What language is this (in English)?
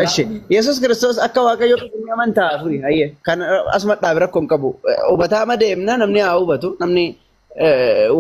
Oromo